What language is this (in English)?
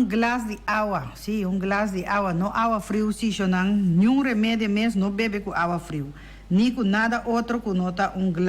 Papiamento